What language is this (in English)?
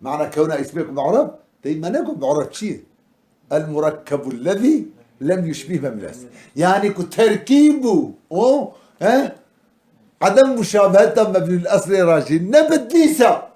Kurdish